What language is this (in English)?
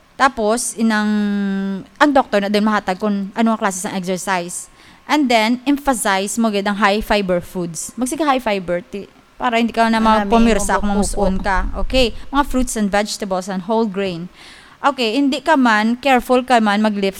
Hiligaynon